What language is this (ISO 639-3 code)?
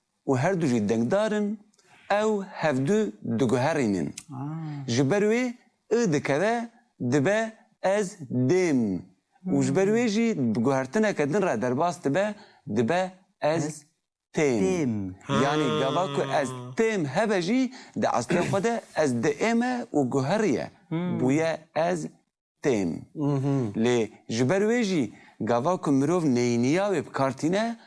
kur